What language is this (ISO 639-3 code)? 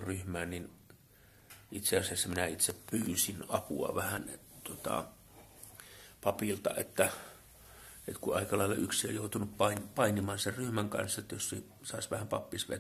fin